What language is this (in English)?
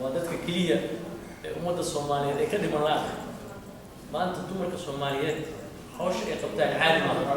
Somali